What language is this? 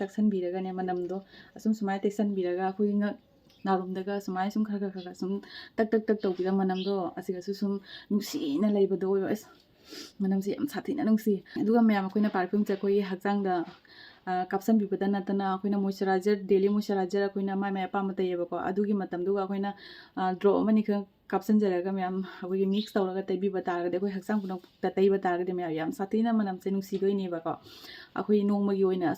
Manipuri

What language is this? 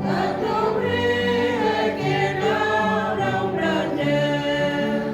Central Mnong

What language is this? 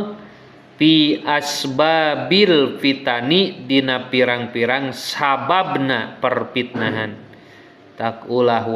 Sundanese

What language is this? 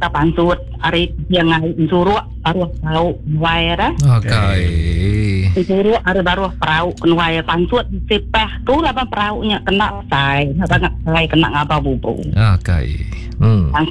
Iban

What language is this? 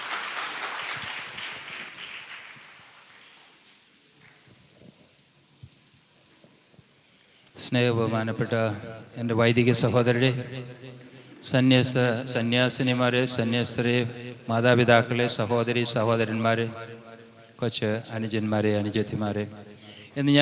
Malayalam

